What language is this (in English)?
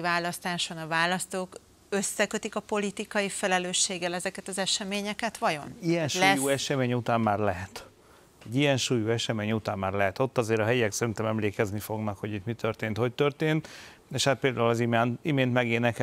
Hungarian